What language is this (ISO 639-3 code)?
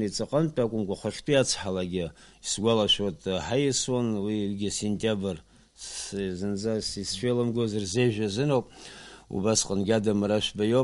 abk